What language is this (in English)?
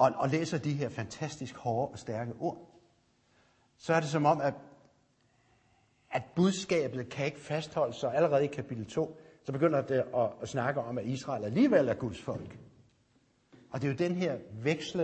Danish